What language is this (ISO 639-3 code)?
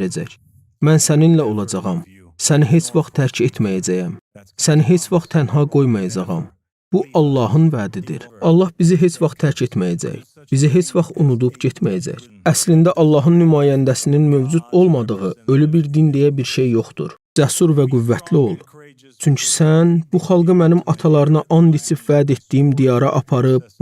aze